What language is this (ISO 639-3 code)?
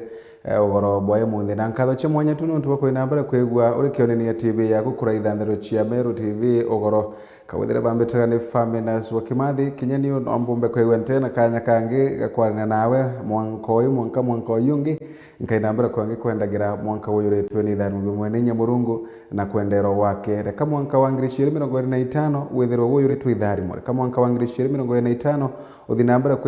mer